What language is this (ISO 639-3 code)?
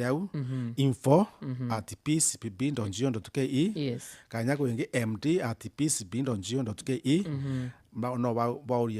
mer